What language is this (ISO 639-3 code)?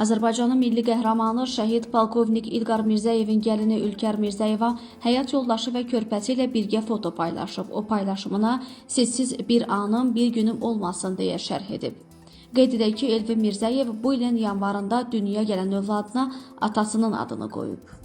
aze